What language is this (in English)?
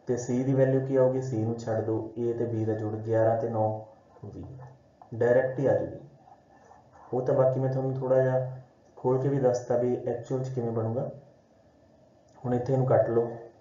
Punjabi